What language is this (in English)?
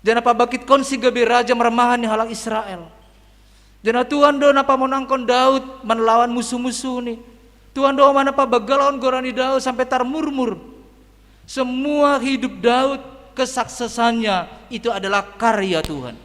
Batak Simalungun